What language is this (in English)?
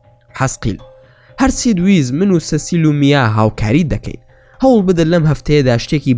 Central Kurdish